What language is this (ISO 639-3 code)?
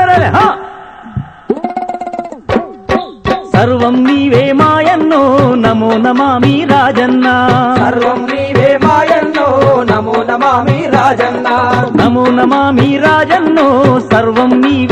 tel